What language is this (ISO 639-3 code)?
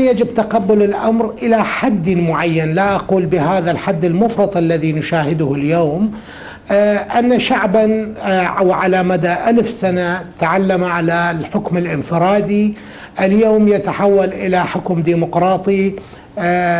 acm